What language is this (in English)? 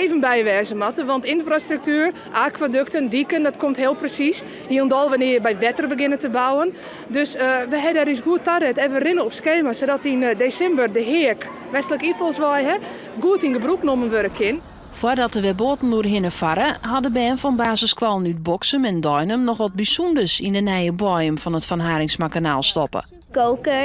Western Frisian